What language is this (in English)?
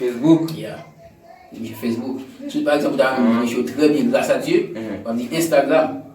Haitian Creole